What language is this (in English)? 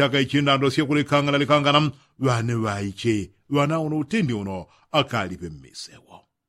Yao